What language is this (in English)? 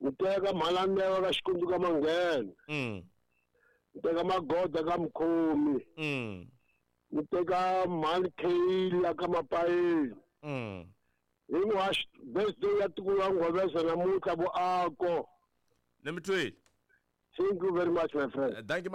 Tsonga